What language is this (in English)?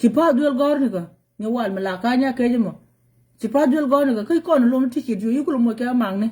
Nuer